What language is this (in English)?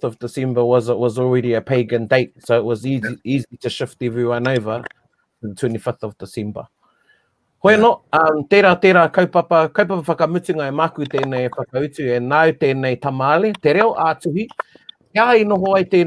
Māori